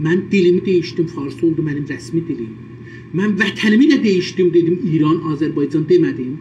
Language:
South Azerbaijani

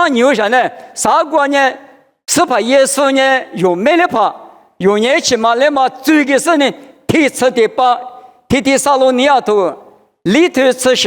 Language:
Lisu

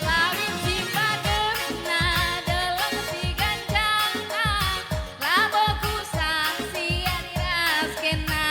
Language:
Batak Karo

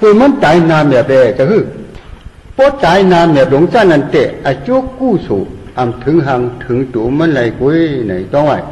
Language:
Shan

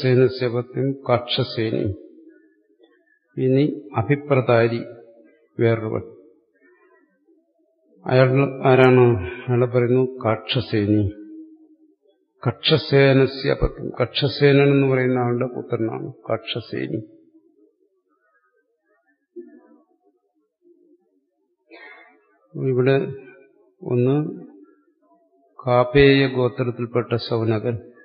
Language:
Malayalam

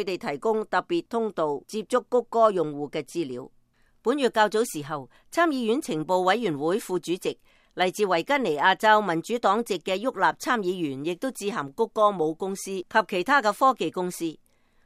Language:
Cantonese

